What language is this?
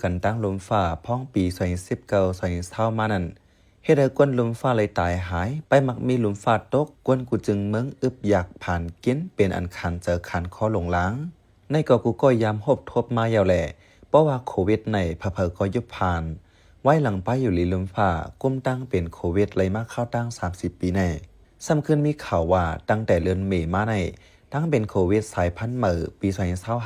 Shan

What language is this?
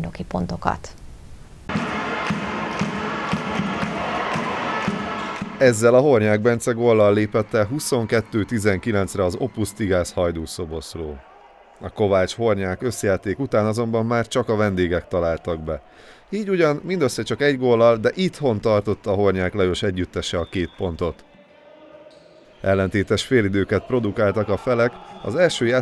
Hungarian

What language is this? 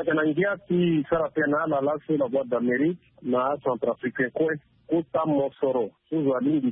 Sango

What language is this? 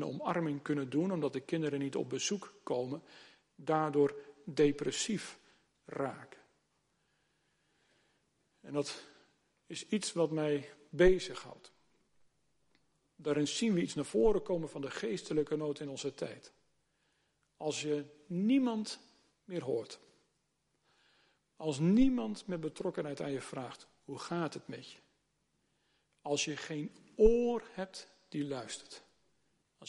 Dutch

